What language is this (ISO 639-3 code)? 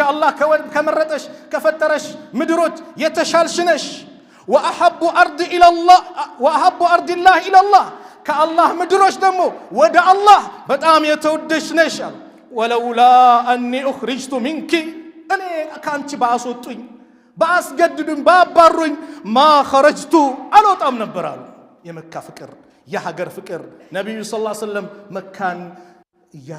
amh